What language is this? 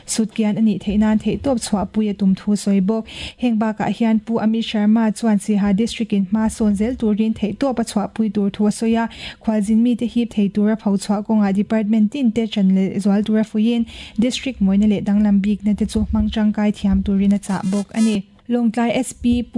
Mizo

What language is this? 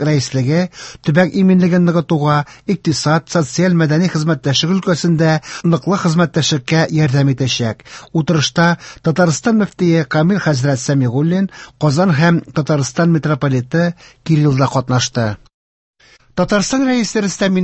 Tatar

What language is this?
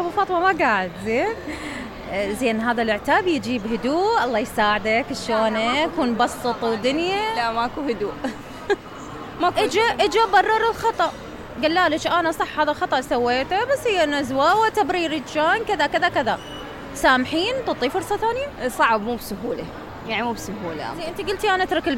Mesopotamian Arabic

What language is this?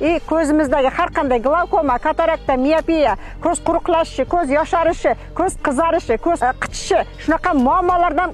Uzbek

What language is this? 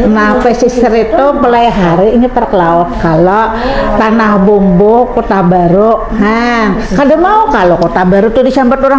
Banjar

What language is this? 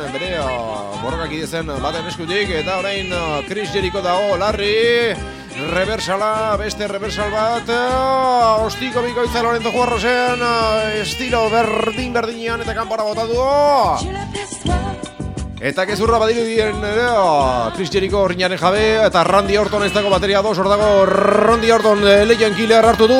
Basque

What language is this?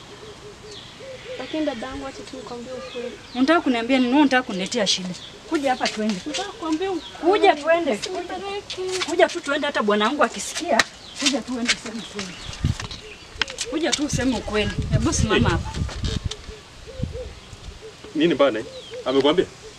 Swahili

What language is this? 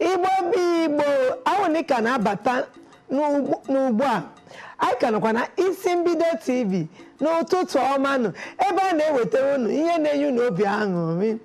Igbo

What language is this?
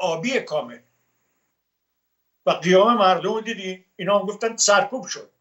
Persian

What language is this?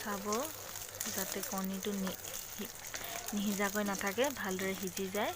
Assamese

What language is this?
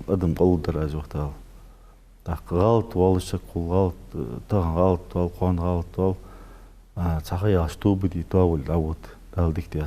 Ingush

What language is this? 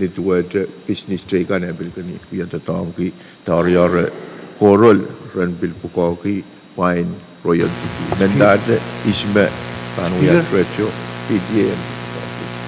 Pohnpeian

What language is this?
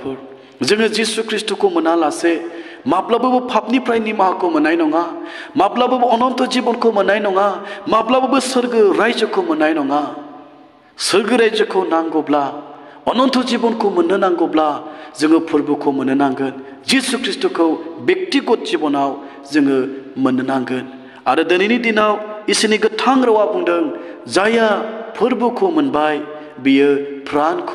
Bodo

